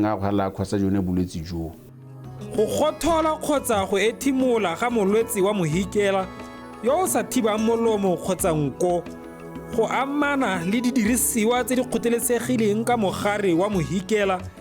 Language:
Tswana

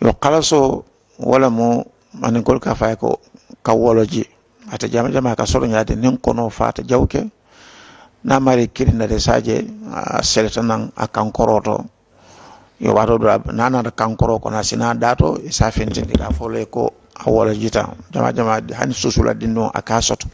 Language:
Mandingo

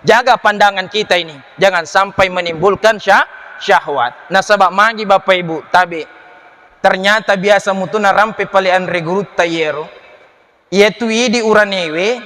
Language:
Buginese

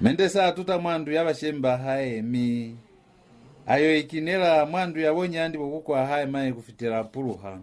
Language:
Lozi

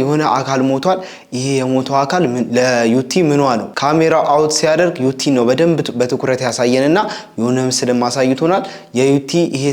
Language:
Amharic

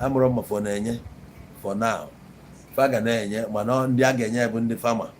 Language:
Igbo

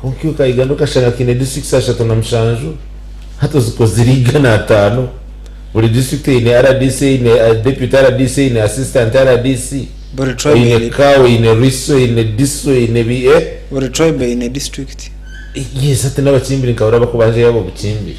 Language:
Nyankole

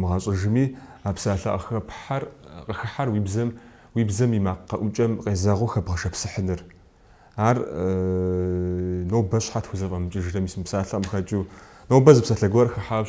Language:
Kabardian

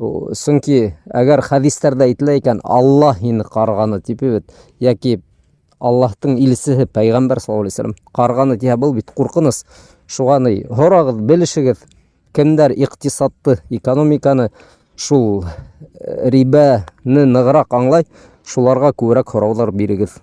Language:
Bashkir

